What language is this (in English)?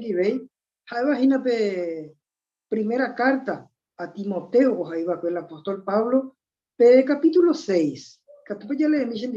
Guarani